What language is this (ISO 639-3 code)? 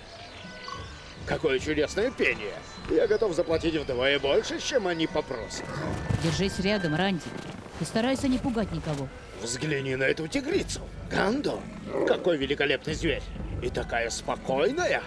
rus